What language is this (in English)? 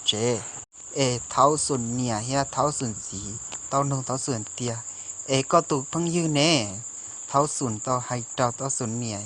Hmong